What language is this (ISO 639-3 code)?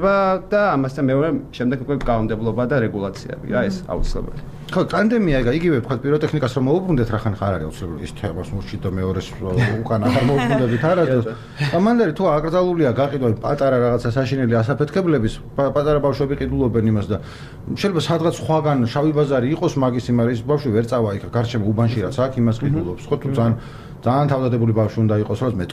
kat